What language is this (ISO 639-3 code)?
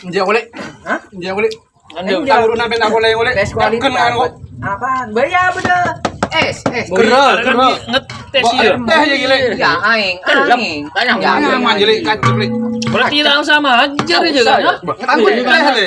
mad